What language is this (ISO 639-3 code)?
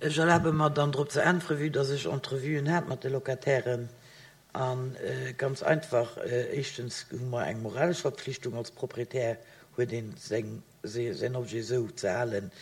ltz